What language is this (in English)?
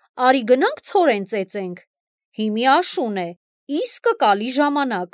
Armenian